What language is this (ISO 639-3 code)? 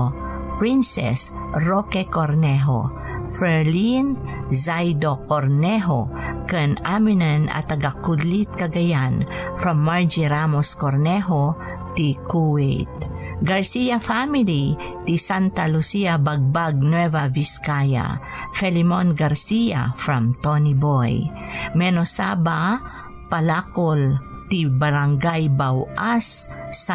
ilo